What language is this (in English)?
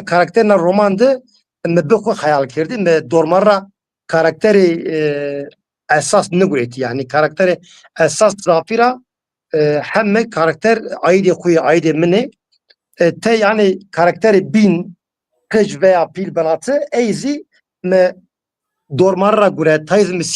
Zaza